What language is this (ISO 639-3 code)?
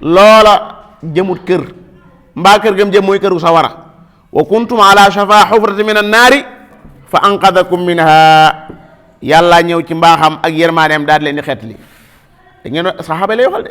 wol